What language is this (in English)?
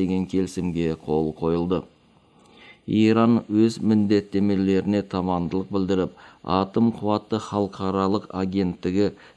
Kazakh